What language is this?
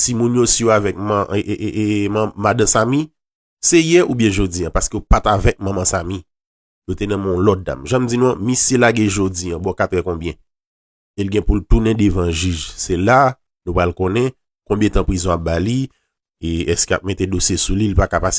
Haitian Creole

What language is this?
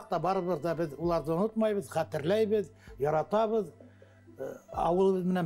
Bashkir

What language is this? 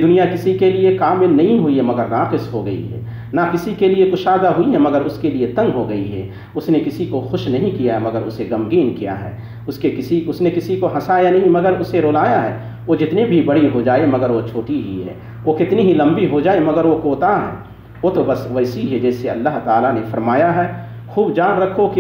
Urdu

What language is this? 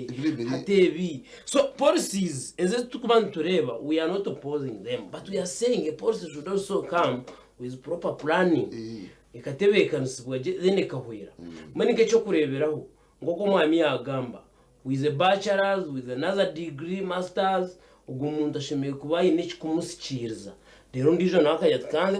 Nyankole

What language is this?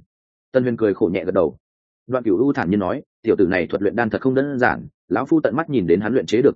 Vietnamese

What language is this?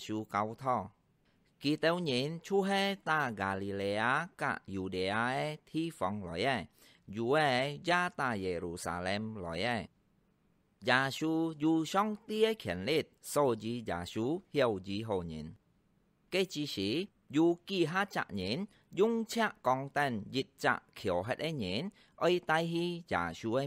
Hakka Chinese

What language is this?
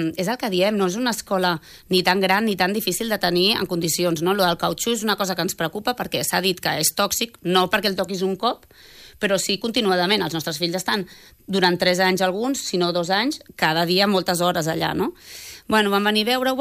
Catalan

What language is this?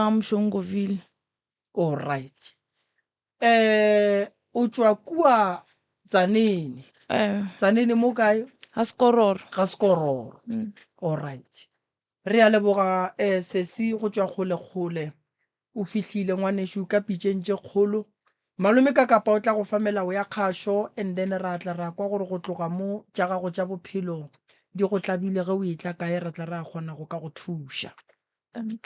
Northern Sotho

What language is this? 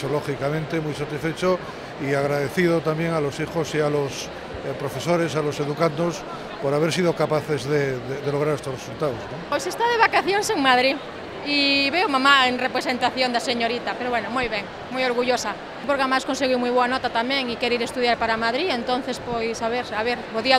Galician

